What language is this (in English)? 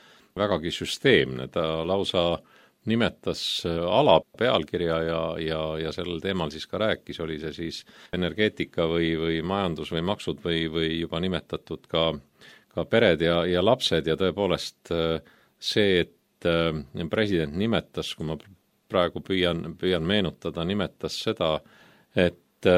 Estonian